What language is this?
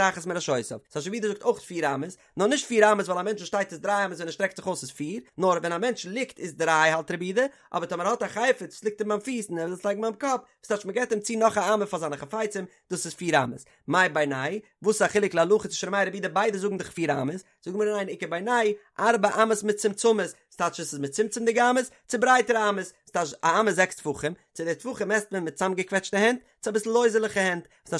Yiddish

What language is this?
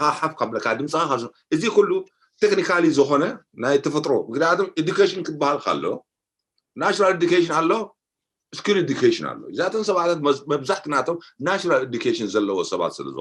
Tigrinya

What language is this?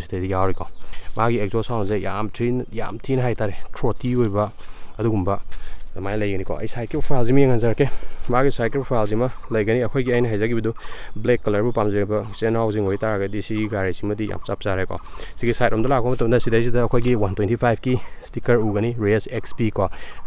Manipuri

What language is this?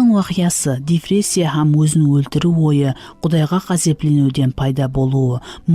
Kara-Kalpak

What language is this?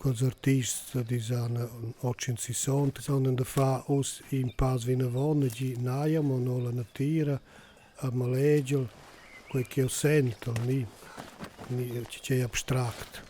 Romansh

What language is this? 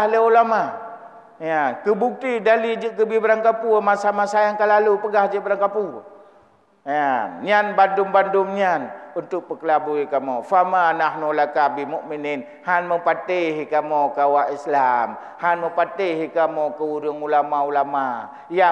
Achinese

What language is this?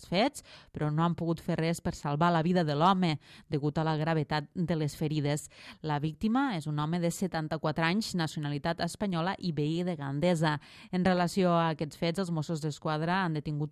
Catalan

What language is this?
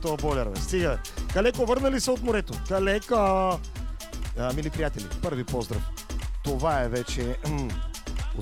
Bulgarian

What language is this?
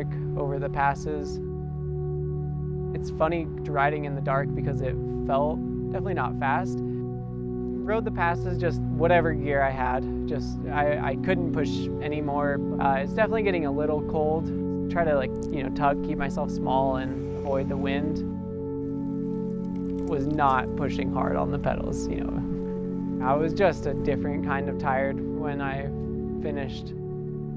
English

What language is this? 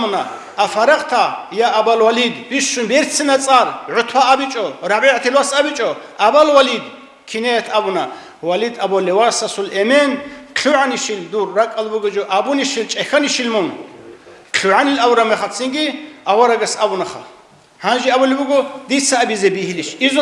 Avaric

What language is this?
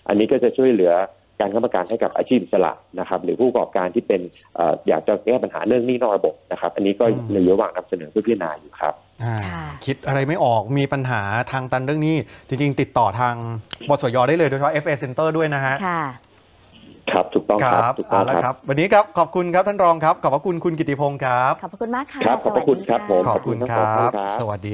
Thai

